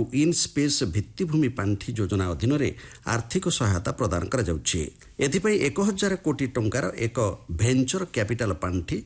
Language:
Odia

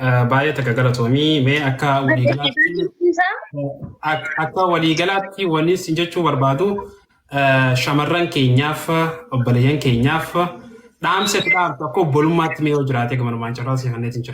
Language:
Oromo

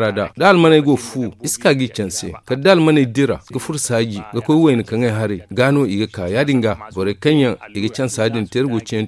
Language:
Zarma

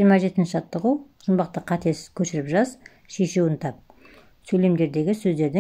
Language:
Kazakh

